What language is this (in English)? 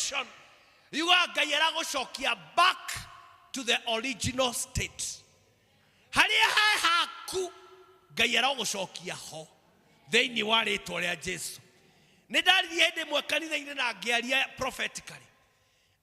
Kikuyu